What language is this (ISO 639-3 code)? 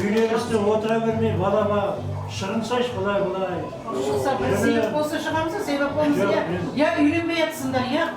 kaa